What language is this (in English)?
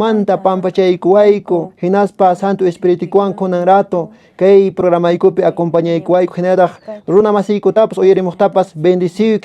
Quechua